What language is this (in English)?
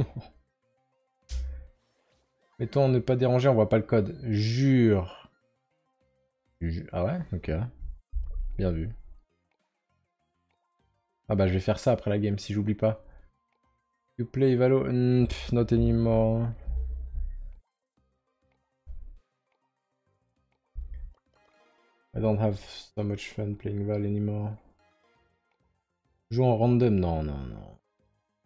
French